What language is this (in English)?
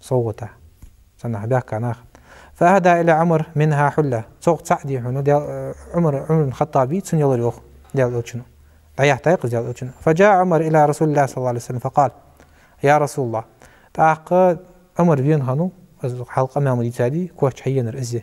Ingush